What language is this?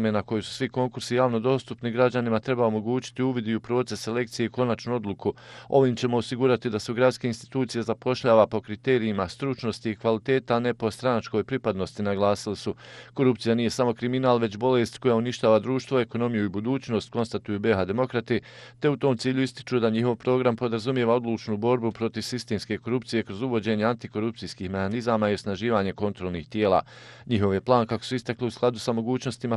Bosnian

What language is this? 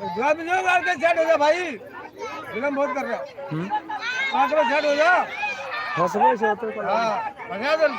Maithili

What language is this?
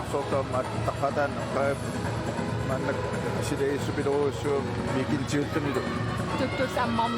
Kalaallisut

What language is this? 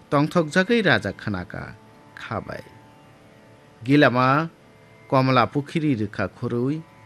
Bangla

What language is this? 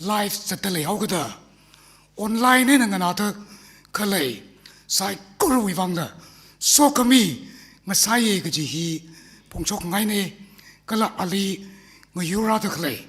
Tangkhul Naga (India)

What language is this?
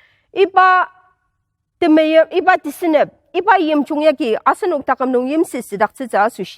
Ao Naga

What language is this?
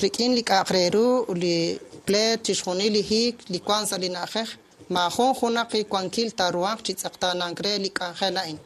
Kekchí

